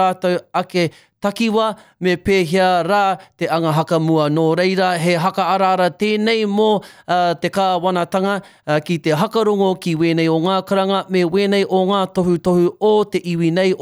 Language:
Māori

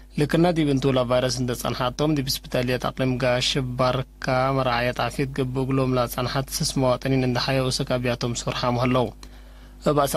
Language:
Tigre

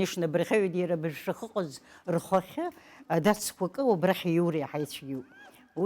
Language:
Abkhazian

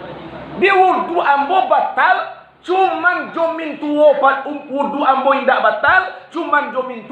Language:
Minangkabau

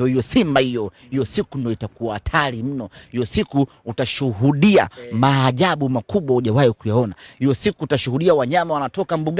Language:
Swahili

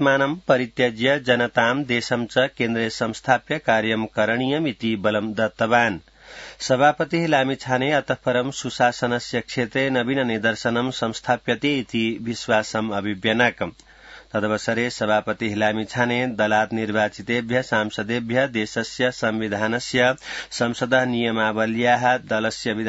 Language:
Sanskrit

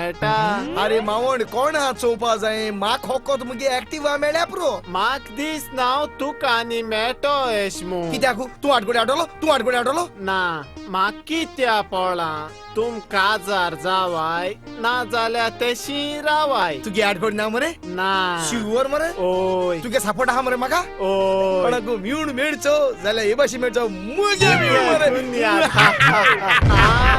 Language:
Konkani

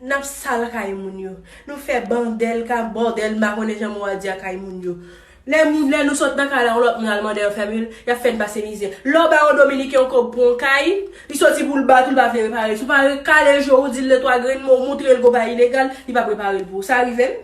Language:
Haitian Creole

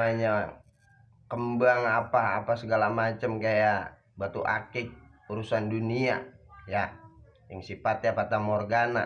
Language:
Betawi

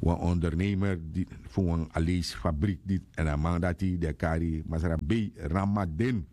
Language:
Sranan Tongo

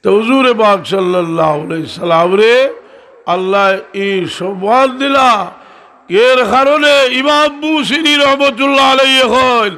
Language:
Sylheti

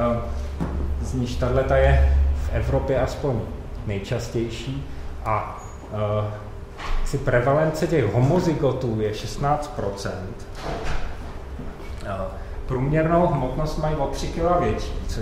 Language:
Czech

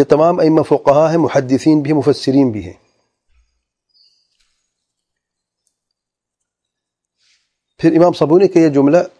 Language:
Urdu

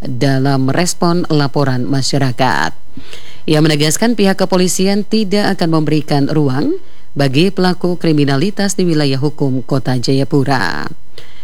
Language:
Indonesian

